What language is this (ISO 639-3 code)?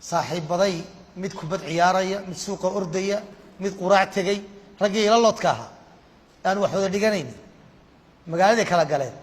som